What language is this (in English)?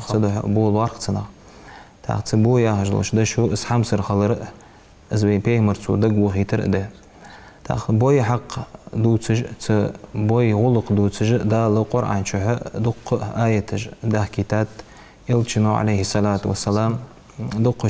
Ingush